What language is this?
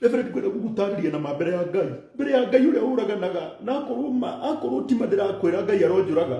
Kikuyu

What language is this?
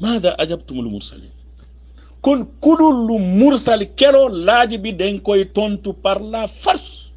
Wolof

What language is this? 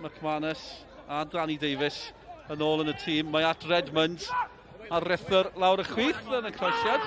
Welsh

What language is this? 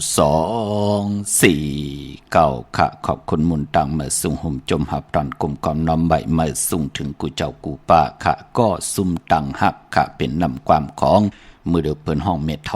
Shan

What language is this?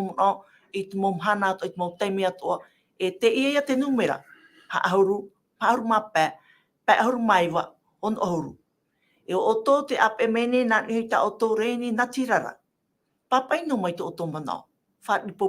Tahitian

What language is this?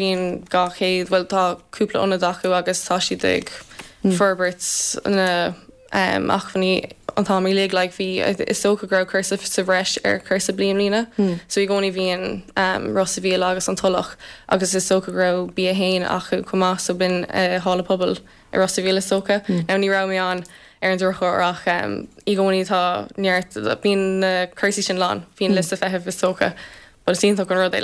Irish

